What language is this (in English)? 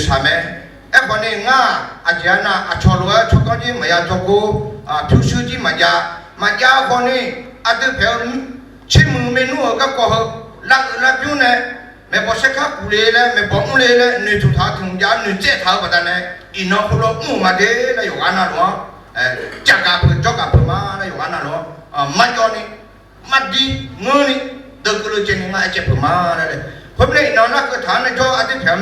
Akha